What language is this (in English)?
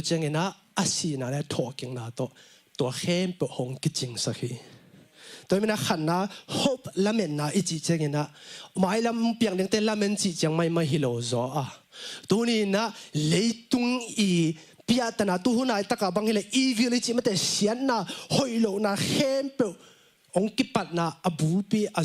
Tedim Chin